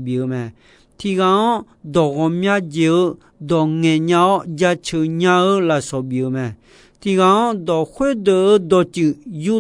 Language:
Akha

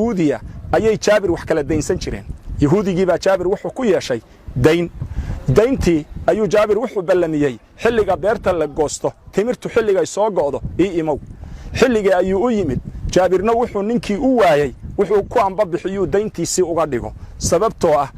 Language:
Somali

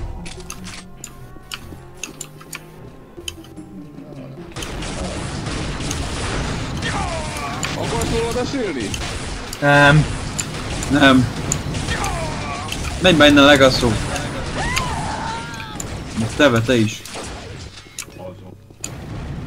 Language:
Hungarian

